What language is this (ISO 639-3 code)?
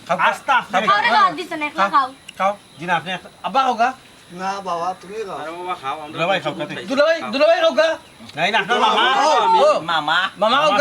syl